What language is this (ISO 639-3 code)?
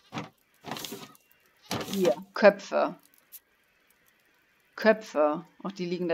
deu